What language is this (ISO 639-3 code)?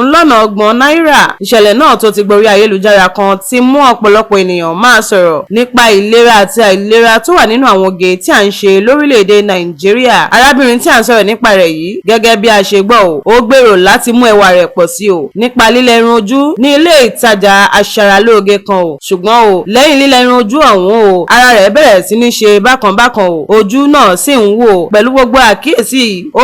yor